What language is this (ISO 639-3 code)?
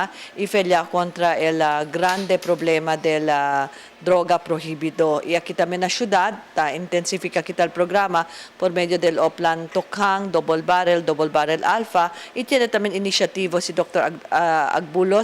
cbk